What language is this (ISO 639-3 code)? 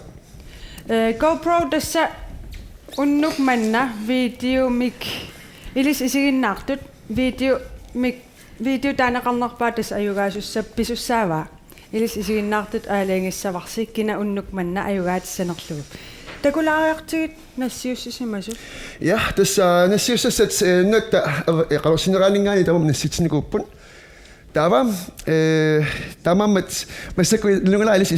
kal